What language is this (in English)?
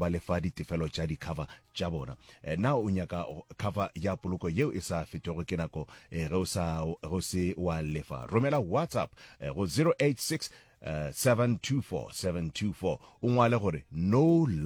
Northern Sotho